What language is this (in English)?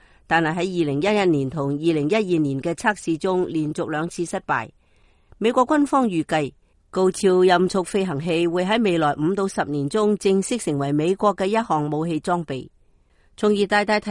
Cantonese